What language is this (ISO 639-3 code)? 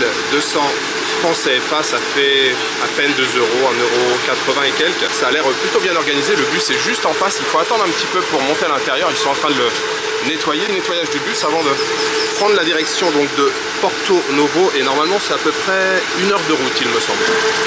fra